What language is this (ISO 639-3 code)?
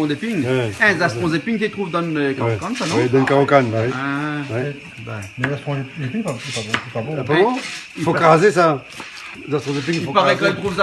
rcf